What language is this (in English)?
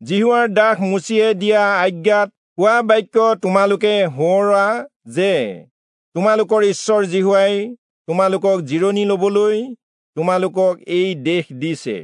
Assamese